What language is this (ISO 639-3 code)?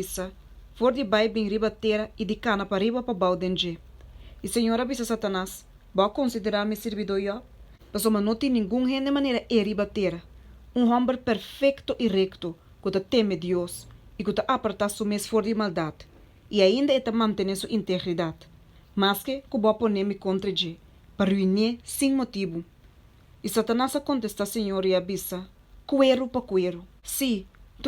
pap